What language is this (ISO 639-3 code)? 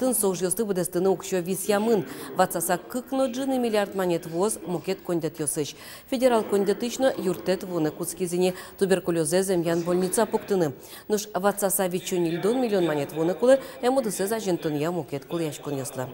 udm